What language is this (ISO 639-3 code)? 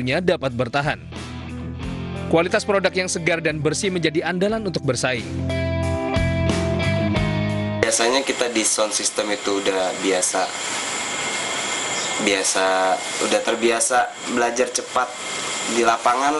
ind